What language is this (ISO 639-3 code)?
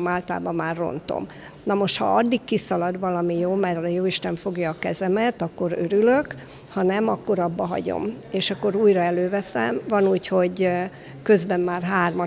hun